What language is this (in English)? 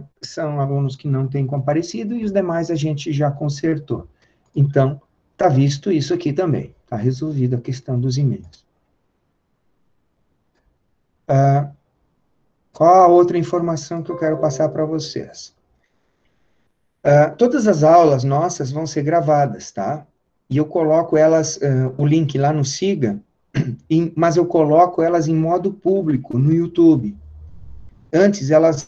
Portuguese